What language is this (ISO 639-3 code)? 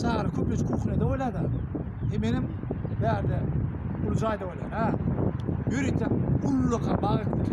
tuk